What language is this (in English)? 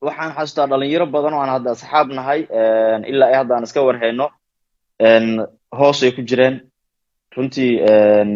Somali